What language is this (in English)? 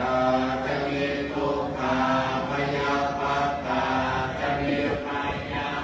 Pali